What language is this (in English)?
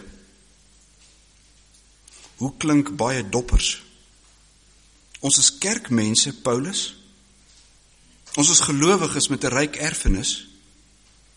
Afrikaans